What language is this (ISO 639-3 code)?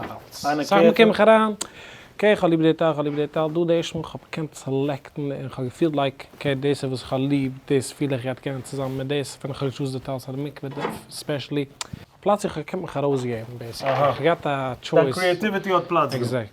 yid